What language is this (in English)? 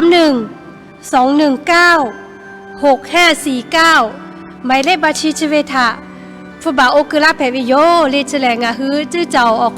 Lahu